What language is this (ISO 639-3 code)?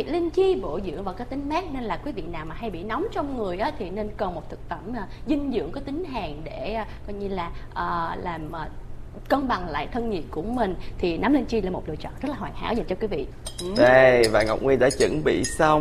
vie